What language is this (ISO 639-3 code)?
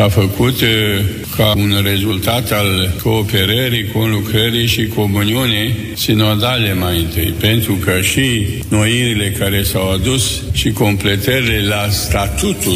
ron